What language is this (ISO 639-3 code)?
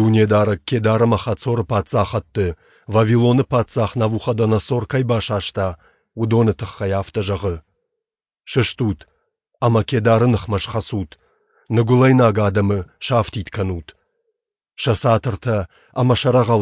oss